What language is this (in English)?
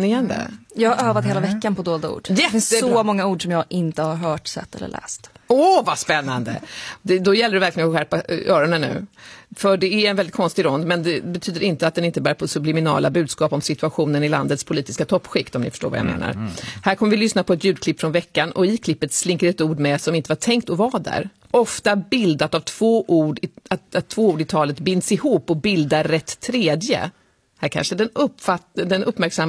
Swedish